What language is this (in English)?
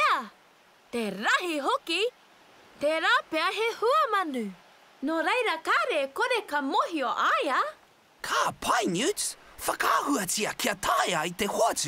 Māori